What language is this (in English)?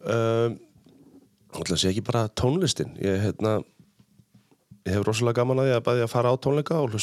Icelandic